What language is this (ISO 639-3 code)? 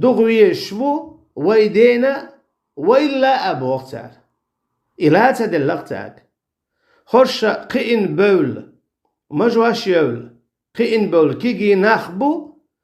che